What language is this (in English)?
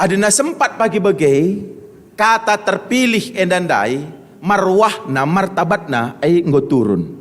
Batak Karo